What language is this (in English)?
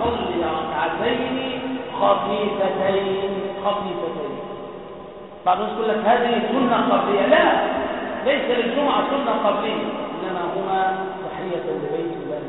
Arabic